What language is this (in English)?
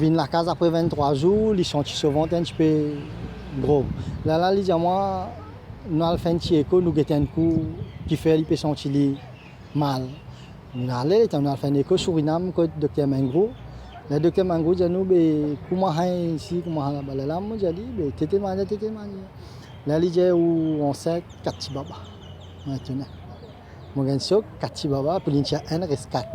Morisyen